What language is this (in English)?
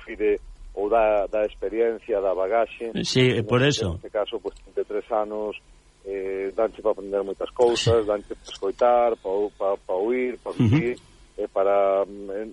Galician